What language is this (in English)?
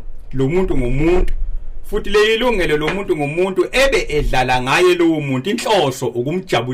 Zulu